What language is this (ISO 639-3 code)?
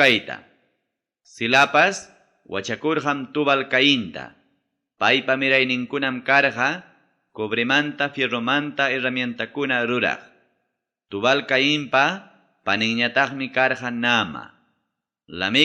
quy